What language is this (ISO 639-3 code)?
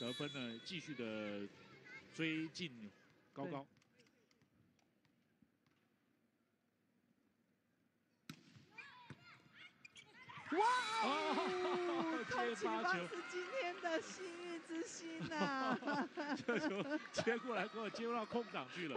zho